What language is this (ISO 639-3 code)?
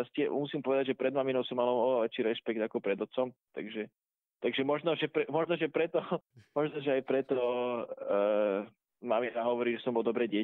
slk